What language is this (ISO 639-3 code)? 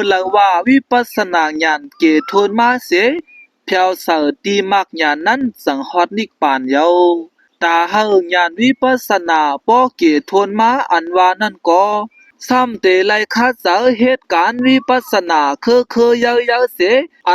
shn